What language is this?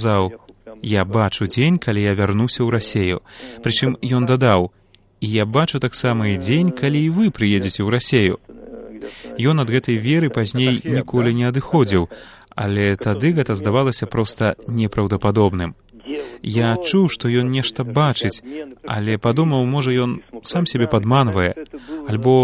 Belarusian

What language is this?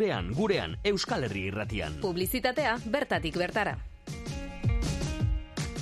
Basque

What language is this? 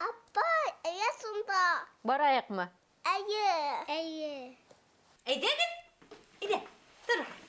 Bashkir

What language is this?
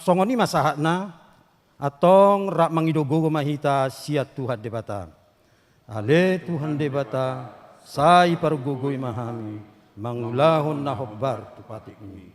Batak Toba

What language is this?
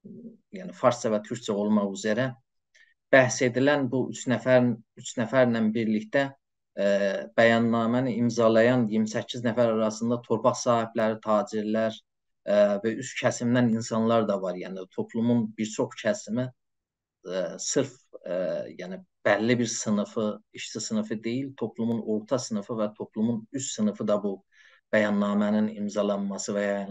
South Azerbaijani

